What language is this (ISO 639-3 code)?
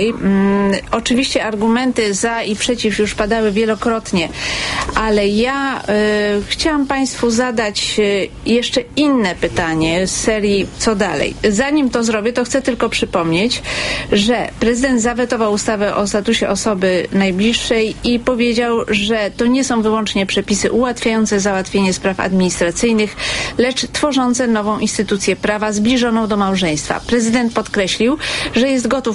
pol